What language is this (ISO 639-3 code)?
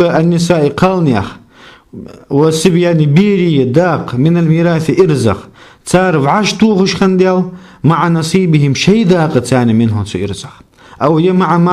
inh